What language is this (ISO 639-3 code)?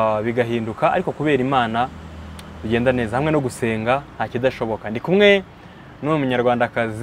kin